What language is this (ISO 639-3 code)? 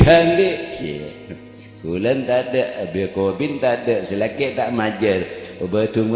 mad